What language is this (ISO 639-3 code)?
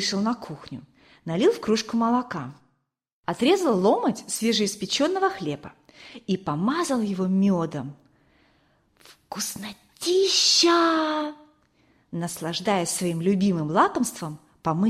rus